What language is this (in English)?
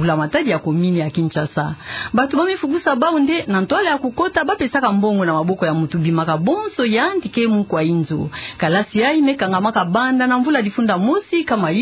Kituba (Democratic Republic of Congo)